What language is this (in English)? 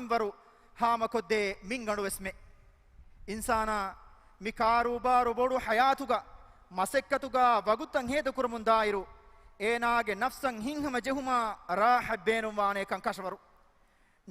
Divehi